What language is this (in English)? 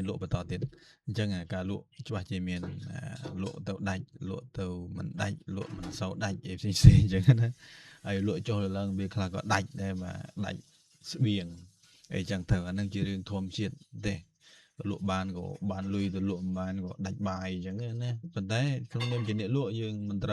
Khmer